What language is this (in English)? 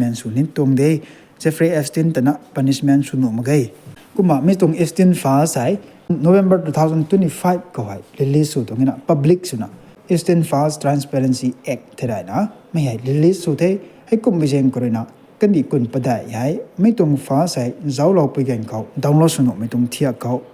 Rongmei Naga